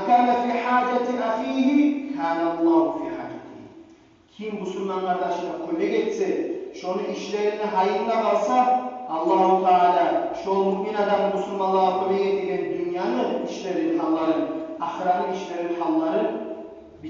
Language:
Kumyk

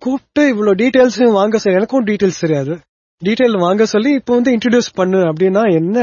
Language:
Tamil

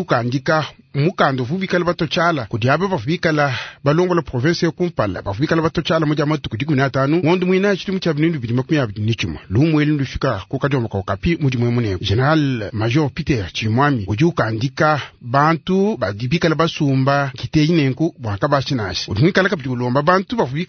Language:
Luba-Lulua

